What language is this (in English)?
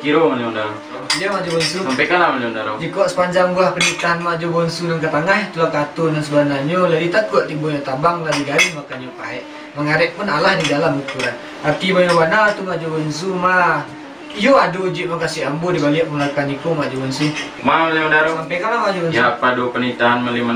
Minangkabau